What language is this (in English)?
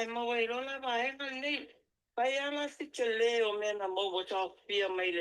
Samoan